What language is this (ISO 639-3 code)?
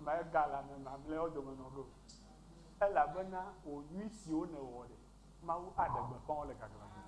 ewe